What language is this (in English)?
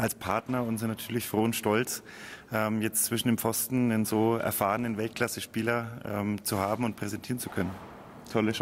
German